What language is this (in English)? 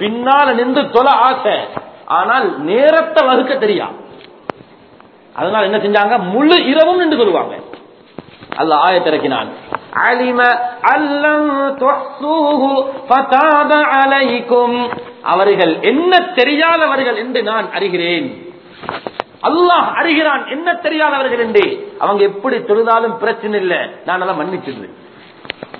Tamil